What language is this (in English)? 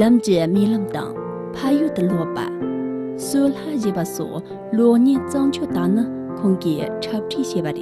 Tibetan